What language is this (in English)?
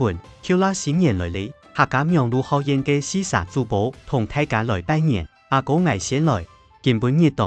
Hakka Chinese